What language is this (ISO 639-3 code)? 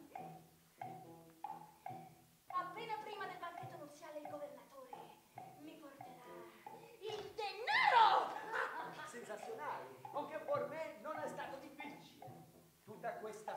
ita